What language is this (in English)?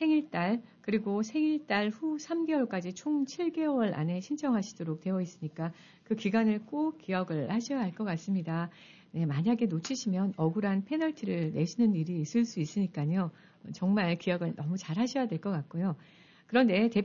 Korean